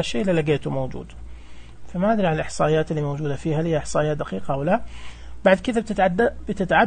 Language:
Najdi Arabic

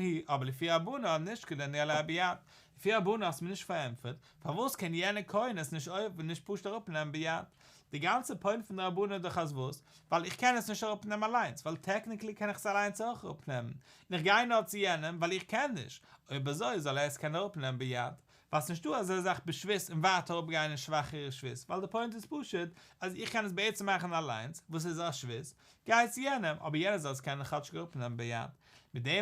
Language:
Yiddish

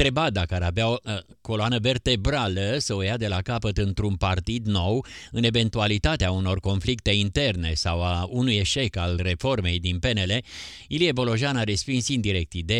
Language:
Romanian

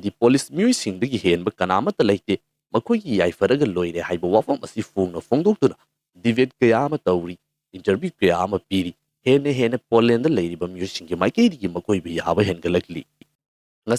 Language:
Manipuri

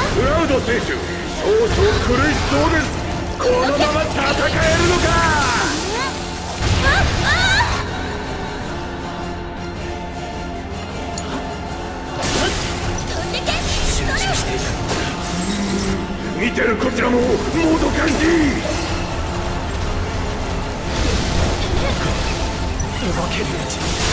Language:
Japanese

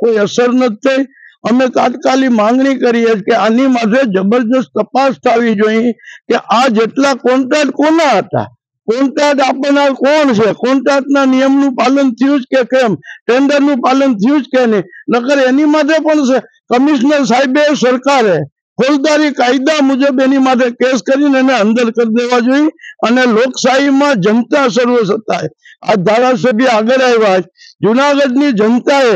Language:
Gujarati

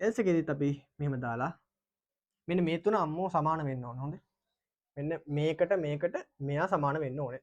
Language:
Sinhala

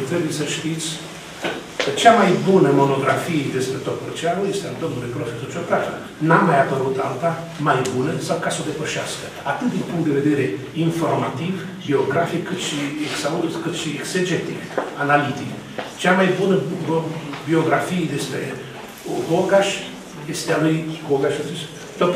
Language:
Romanian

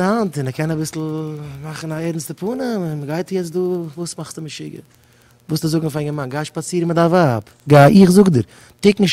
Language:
Yiddish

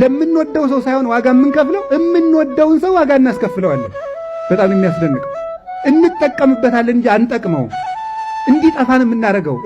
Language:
Amharic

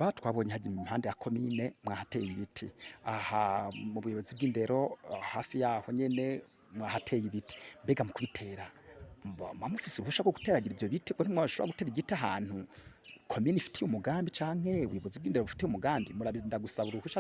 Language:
Rundi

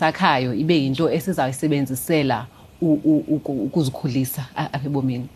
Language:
Xhosa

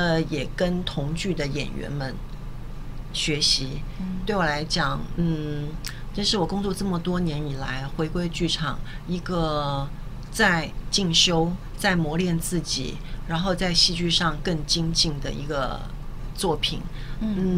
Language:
Chinese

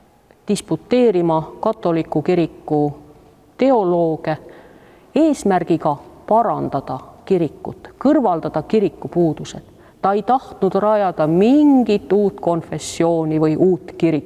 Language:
Estonian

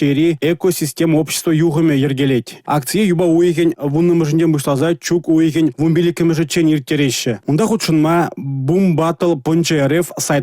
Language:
Chuvash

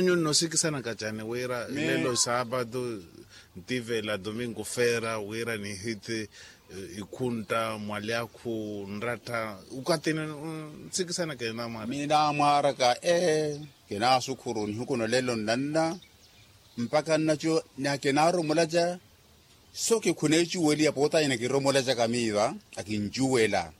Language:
Makhuwa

